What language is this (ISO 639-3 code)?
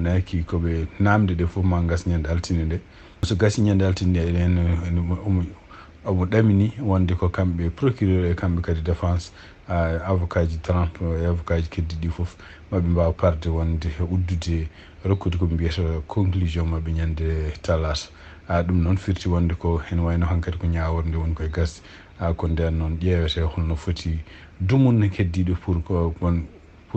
ful